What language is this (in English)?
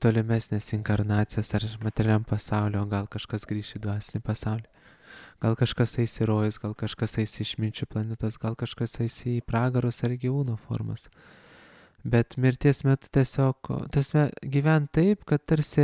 Lithuanian